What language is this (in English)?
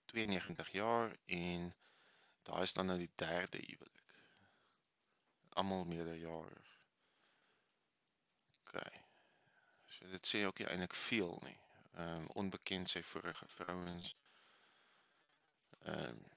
Afrikaans